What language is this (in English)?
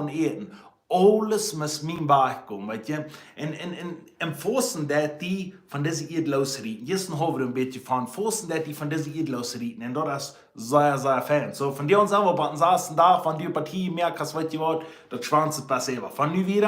Plautdietsch